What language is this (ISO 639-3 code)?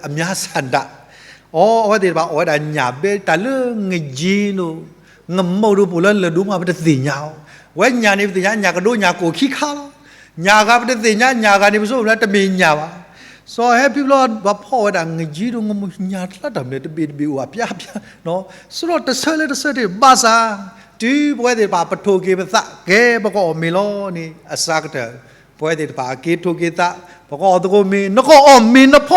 ksw